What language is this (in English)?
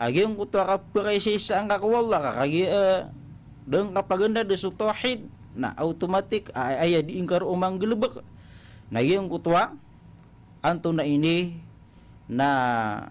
Maranao